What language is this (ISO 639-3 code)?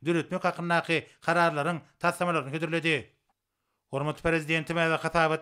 tuk